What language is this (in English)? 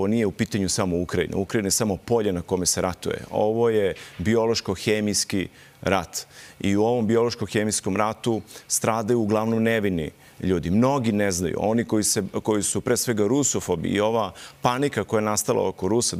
Serbian